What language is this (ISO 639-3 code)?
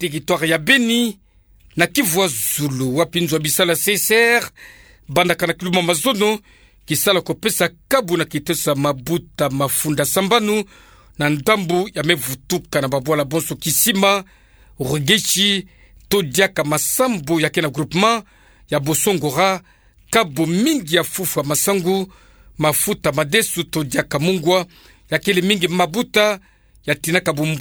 ktu